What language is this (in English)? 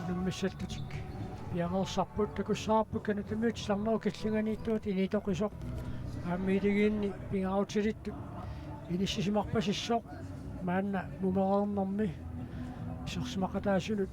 Kalaallisut